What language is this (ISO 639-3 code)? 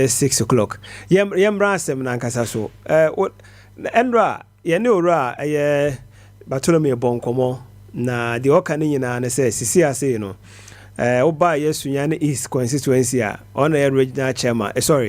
aka